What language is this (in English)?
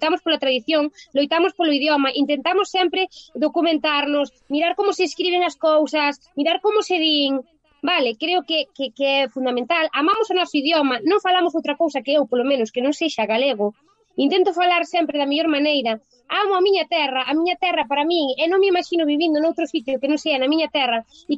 Galician